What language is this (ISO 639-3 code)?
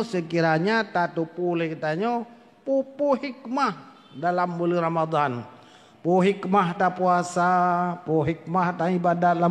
ace